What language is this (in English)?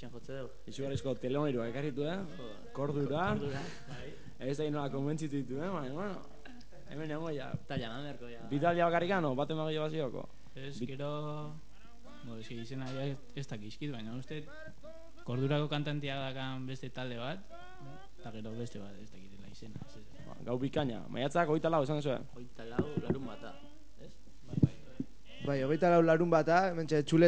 Basque